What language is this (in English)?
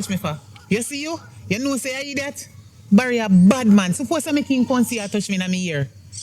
Jamaican Creole English